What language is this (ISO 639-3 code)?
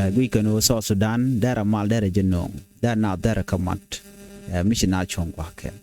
nus